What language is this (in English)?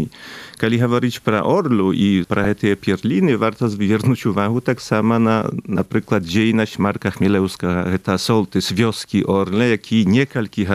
Belarusian